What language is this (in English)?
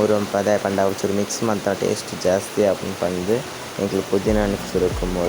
Tulu